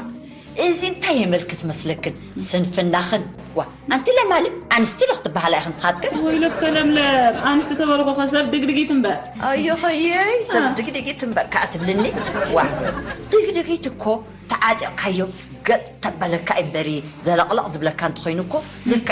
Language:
Tigrinya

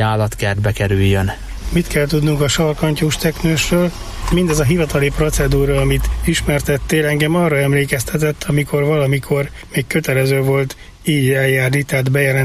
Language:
Hungarian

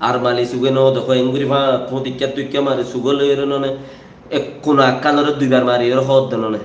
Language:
Rohingya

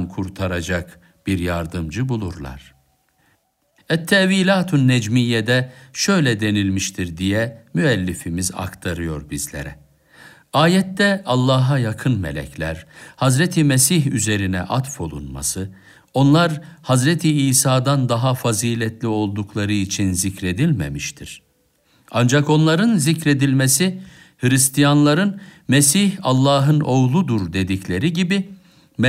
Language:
Turkish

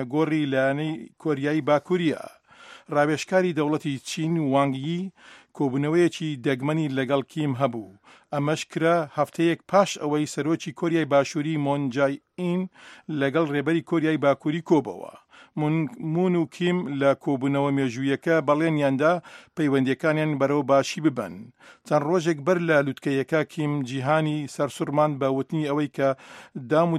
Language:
Central Kurdish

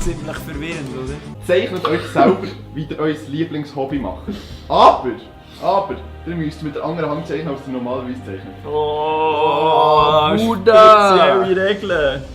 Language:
Swiss German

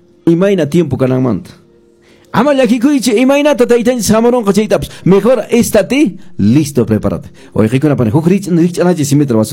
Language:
Quechua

